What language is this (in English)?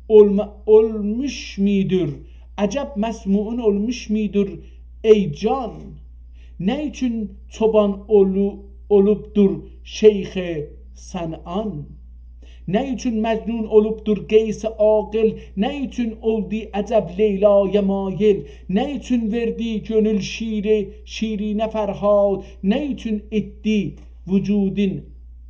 South Azerbaijani